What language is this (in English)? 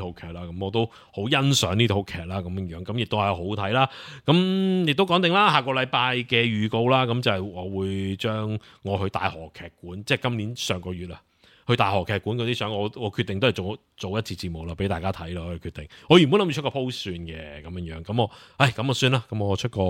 Cantonese